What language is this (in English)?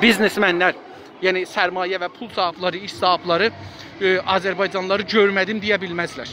South Azerbaijani